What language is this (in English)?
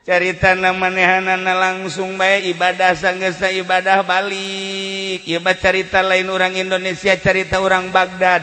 Sundanese